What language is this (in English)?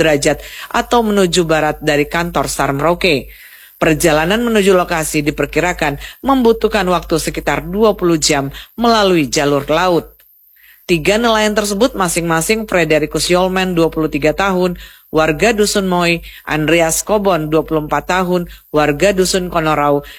Indonesian